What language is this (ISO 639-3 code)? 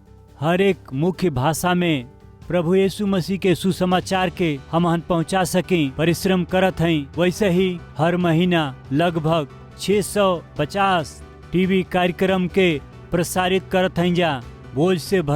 bho